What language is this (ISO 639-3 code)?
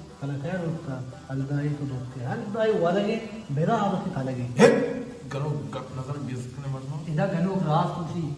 bal